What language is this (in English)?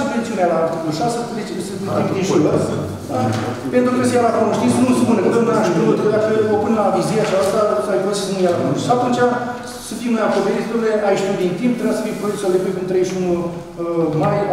Romanian